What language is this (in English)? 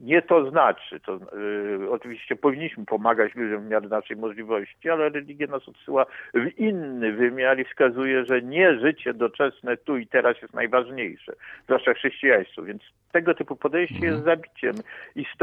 Polish